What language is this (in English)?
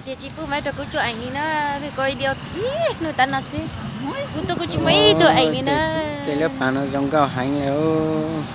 Hmong